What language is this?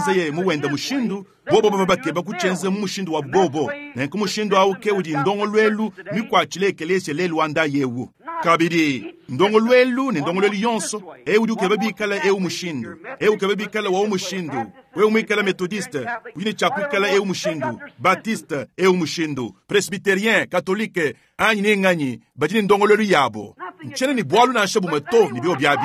Luba-Lulua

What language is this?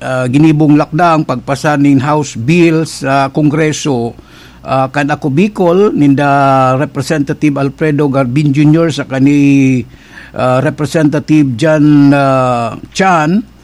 Bikol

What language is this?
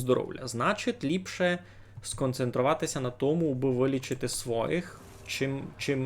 Rusyn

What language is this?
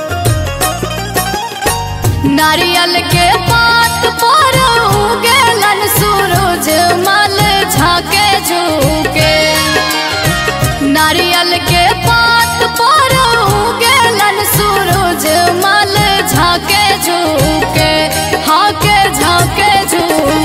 Bhojpuri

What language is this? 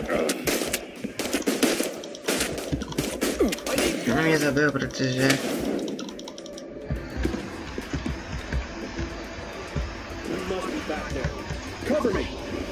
Czech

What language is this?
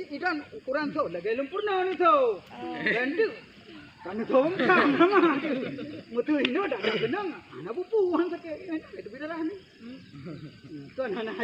Achinese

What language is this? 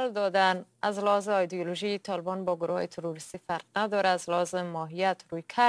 Persian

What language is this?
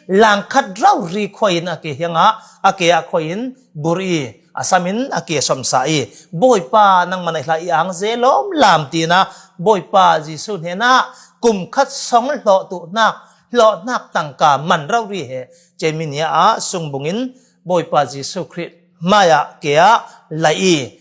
Falam Chin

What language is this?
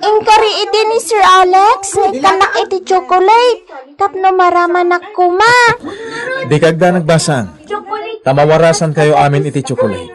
Iloko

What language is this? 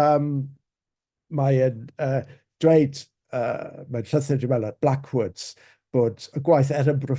Welsh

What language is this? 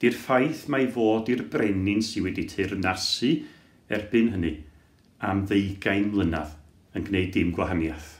Welsh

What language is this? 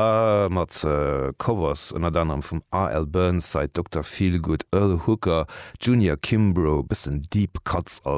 Luxembourgish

